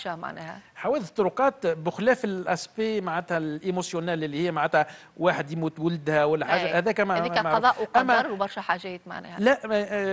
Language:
Tunisian Arabic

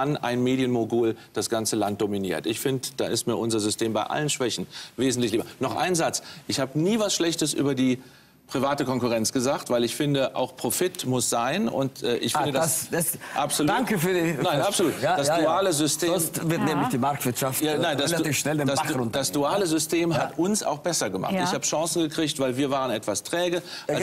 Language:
German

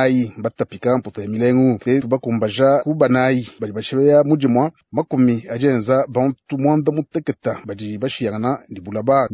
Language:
Luba-Lulua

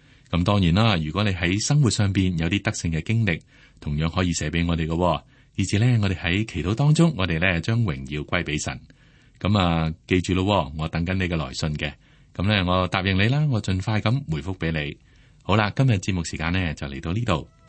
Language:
Cantonese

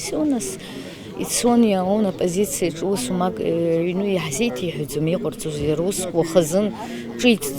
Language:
Abkhazian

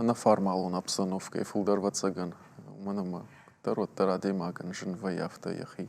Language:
Ossetic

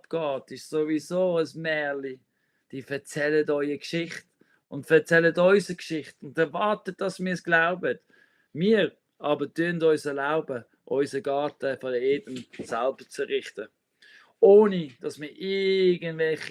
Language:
Swiss German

